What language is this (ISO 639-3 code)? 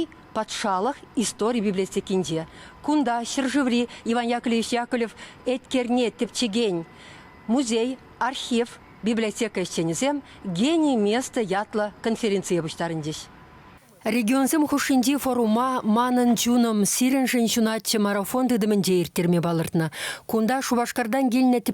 chv